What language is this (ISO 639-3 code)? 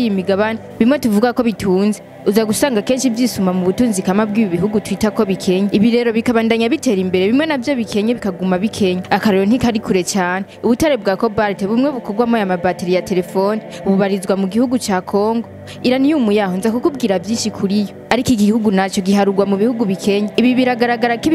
run